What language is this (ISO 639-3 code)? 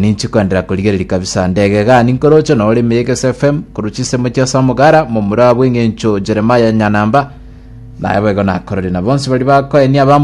guz